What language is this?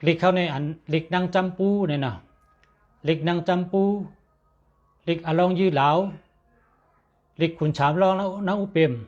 Shan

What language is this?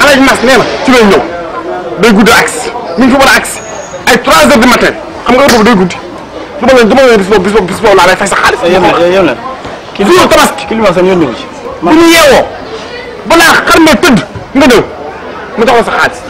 Wolof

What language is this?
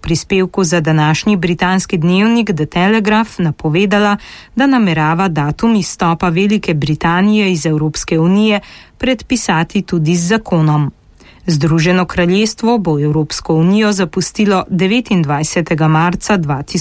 Slovenian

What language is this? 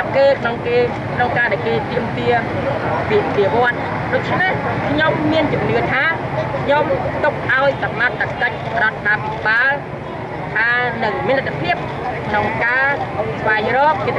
Khmer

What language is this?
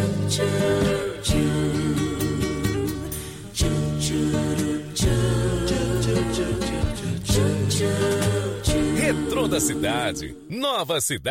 Portuguese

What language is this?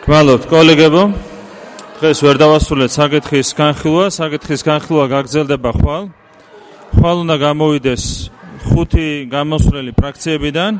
Georgian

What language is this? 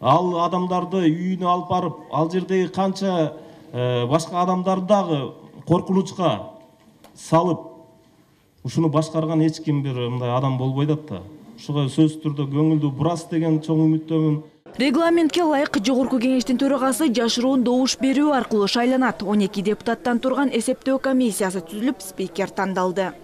Kyrgyz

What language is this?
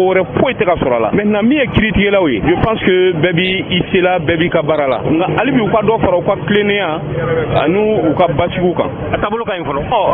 Bambara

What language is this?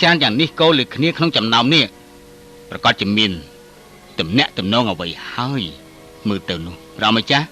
Khmer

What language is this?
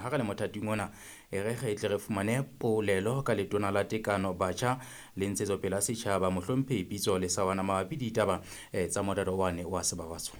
Southern Sotho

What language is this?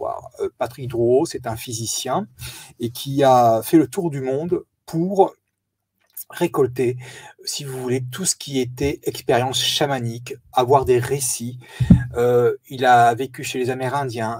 French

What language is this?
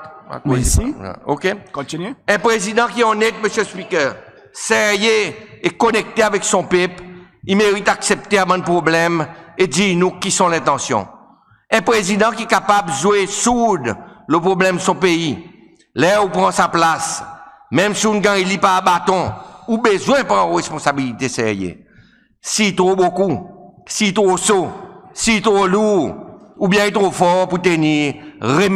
Seselwa Creole French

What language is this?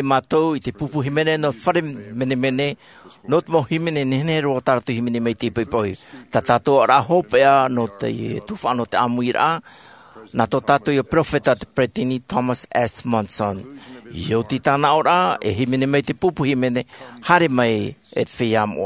Tahitian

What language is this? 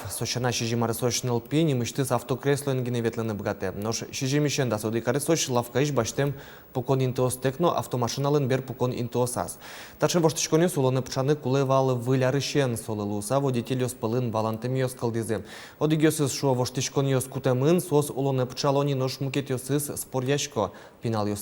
Udmurt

